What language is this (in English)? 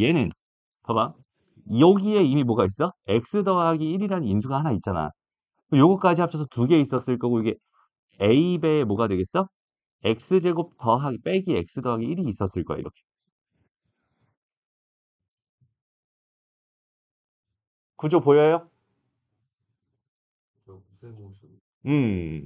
Korean